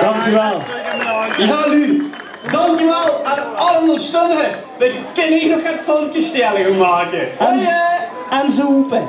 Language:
Limburgish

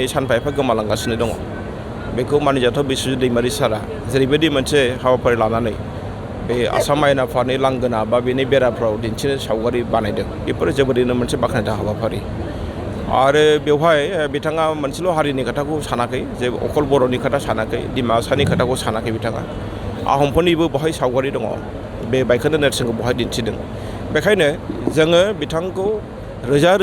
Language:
Bodo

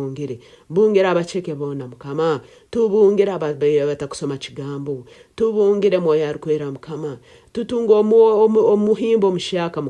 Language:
Nyoro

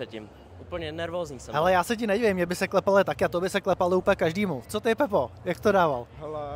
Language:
Czech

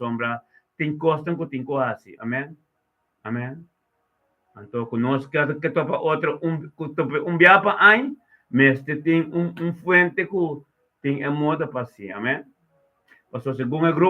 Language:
Papiamento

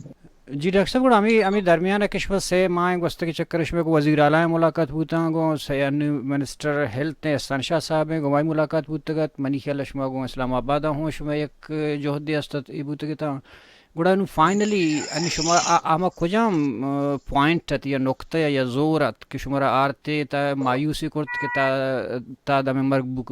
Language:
Baluchi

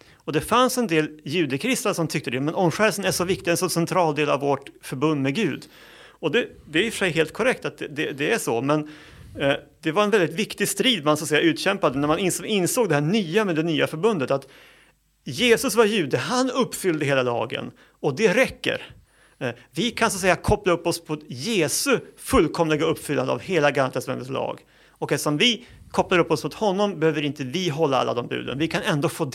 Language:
Swedish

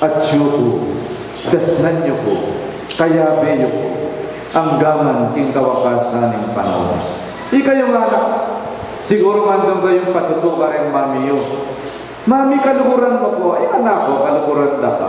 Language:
Pampanga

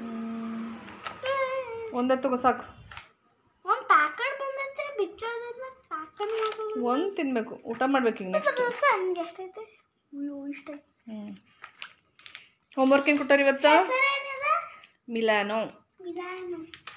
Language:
Kannada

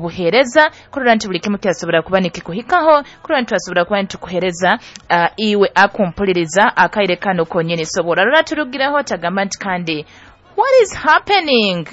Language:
Nyoro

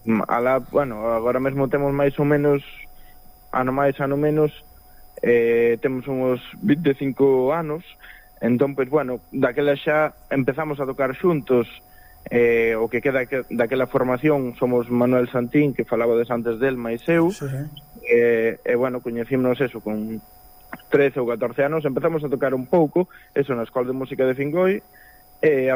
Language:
Galician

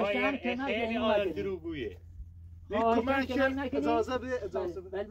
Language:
Persian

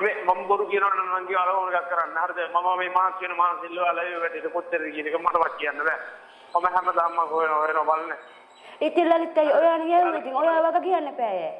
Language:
Sinhala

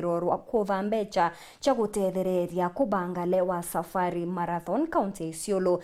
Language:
Meru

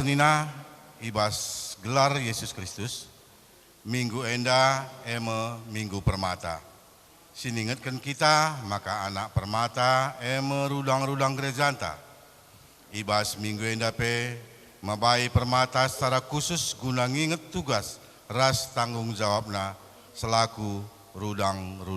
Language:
Batak Karo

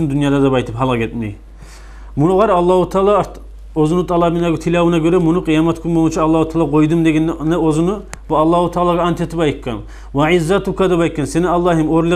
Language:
Kumyk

